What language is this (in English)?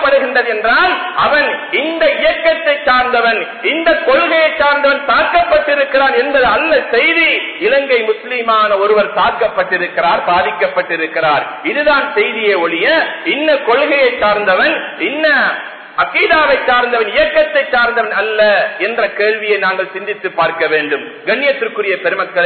Tamil